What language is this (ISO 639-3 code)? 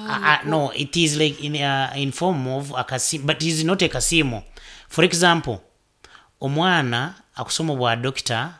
nyo